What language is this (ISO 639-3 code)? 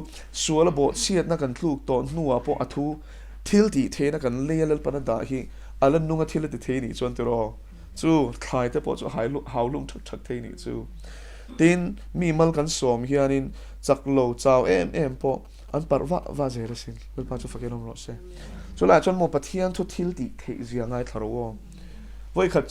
lus